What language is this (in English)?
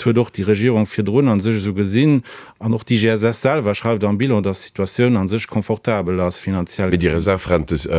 Luxembourgish